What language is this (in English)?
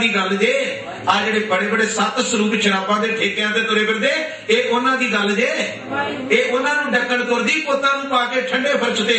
Punjabi